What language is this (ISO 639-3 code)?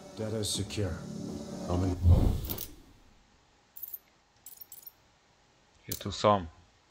slk